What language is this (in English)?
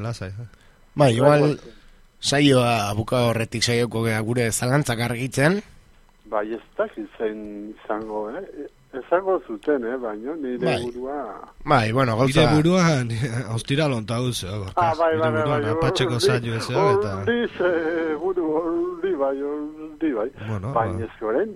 Basque